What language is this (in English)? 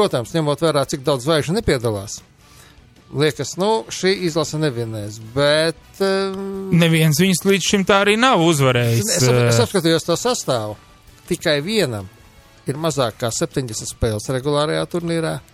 Latvian